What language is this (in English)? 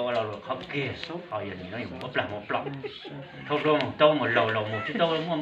Hmong